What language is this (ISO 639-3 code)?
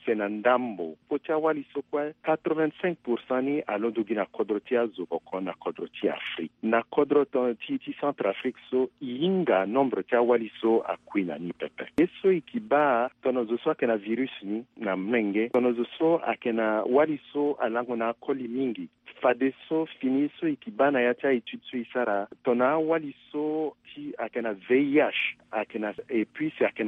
sag